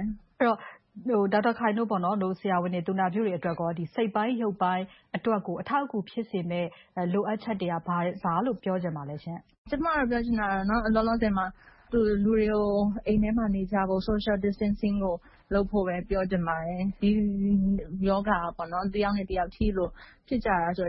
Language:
Burmese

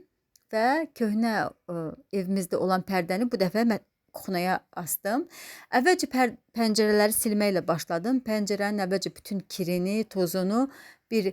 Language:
Azerbaijani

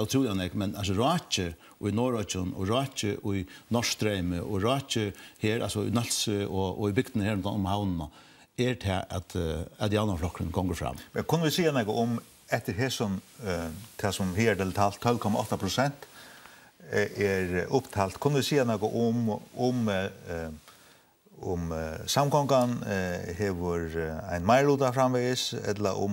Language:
Faroese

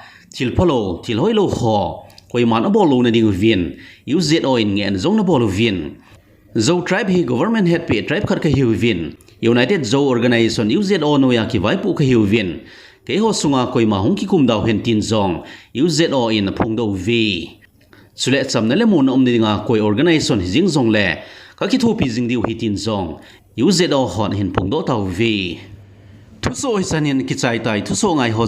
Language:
Thado Chin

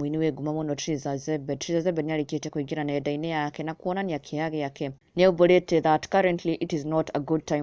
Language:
Kikuyu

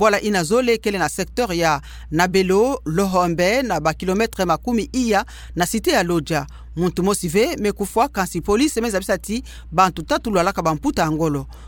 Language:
Kituba (Democratic Republic of Congo)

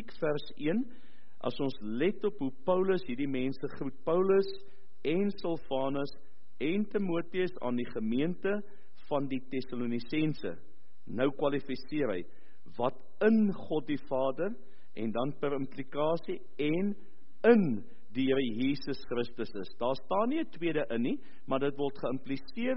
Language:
Afrikaans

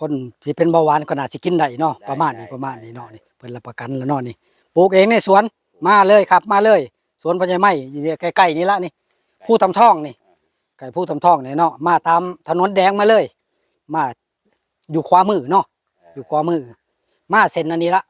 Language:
Northeastern Thai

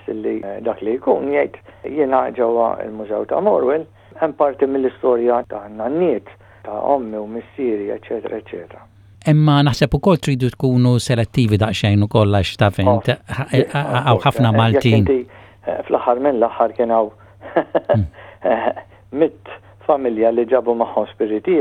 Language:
Maltese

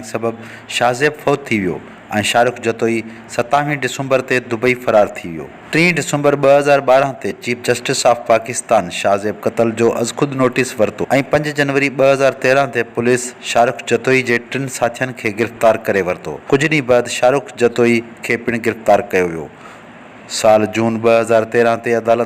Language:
Sindhi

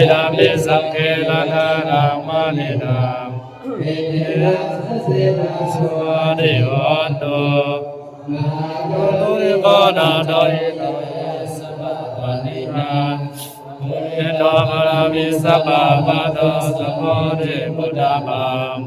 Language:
Pali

